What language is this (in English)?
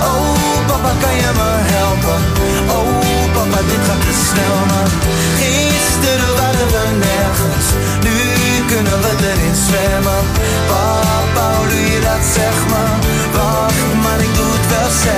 Dutch